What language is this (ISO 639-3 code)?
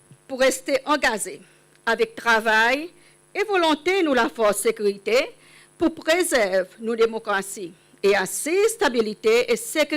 crs